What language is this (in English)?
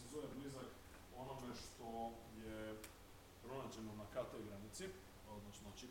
Serbian